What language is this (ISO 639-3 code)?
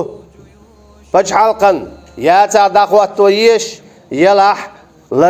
che